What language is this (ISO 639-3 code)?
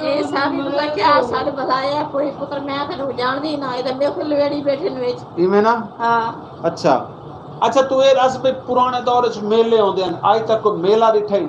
skr